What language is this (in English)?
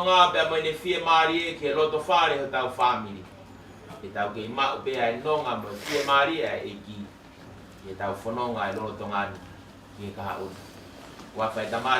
Tongan